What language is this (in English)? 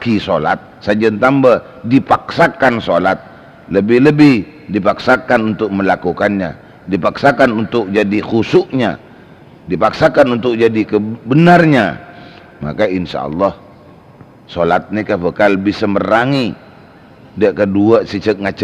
Madurese